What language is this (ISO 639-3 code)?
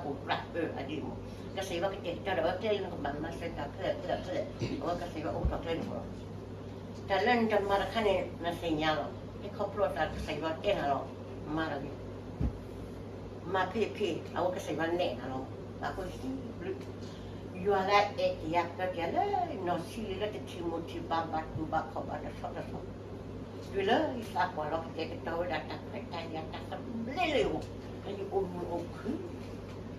ksw